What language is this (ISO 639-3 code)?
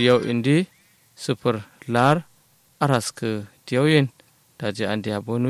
kau